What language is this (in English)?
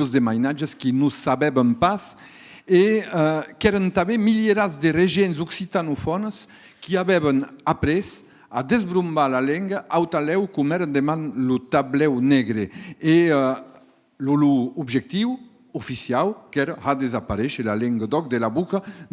Occitan